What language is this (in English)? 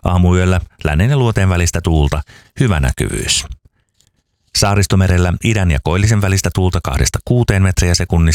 Finnish